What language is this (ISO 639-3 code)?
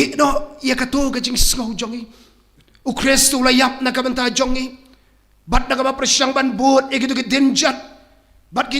kha